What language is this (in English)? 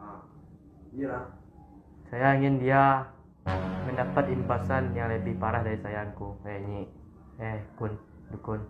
Minangkabau